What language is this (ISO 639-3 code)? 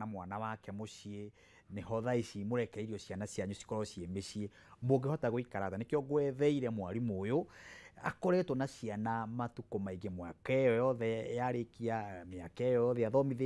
kik